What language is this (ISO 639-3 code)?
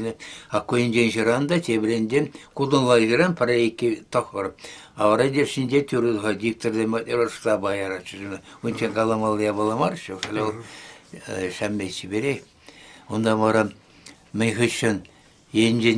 chv